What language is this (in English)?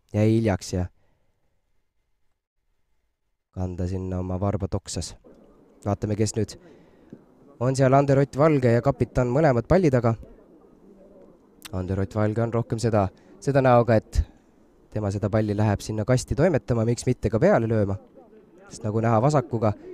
Estonian